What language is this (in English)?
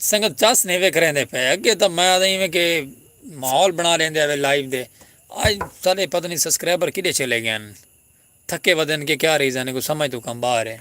Saraiki